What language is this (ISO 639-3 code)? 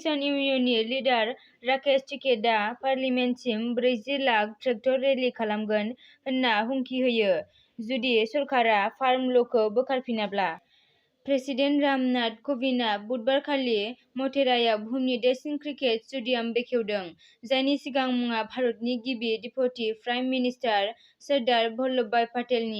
brx